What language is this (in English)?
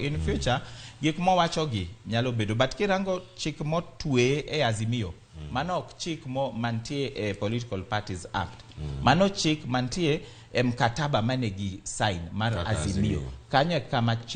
Luo (Kenya and Tanzania)